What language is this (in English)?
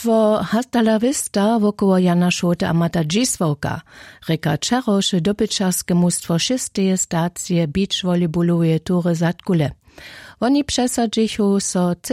Upper Sorbian